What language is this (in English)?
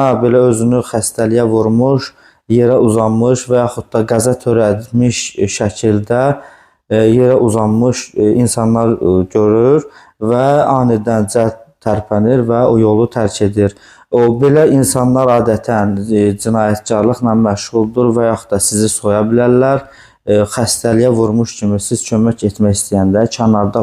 Azerbaijani